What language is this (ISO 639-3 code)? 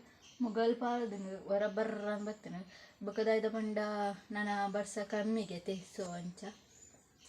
tcy